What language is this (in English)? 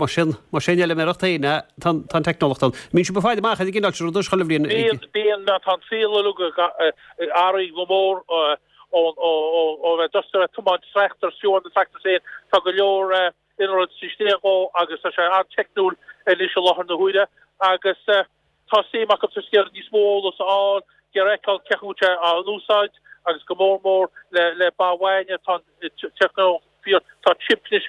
Irish